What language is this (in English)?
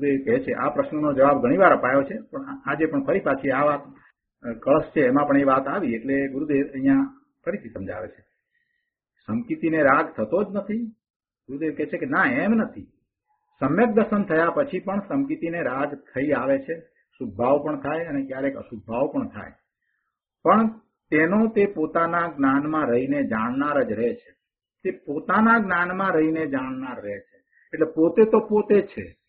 Gujarati